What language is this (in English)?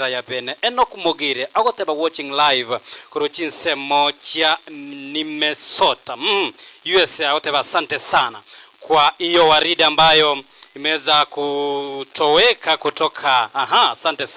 Gusii